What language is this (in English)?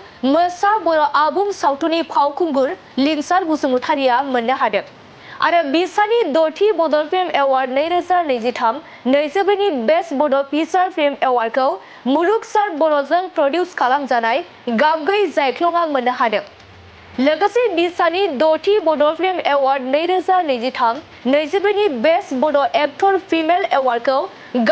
Bodo